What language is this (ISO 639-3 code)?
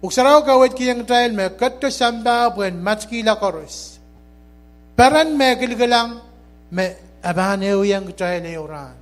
pon